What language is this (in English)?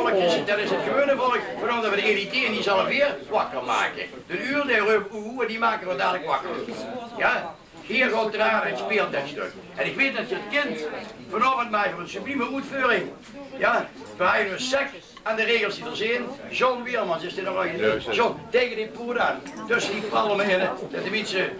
Limburgish